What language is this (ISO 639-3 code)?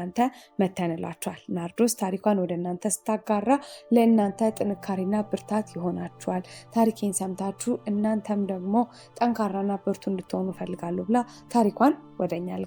amh